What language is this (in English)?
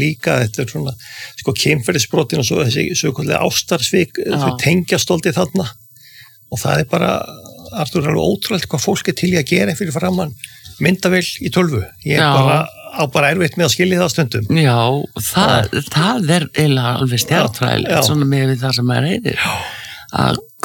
Icelandic